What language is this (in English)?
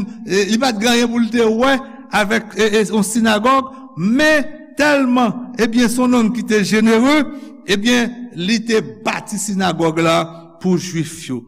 Haitian Creole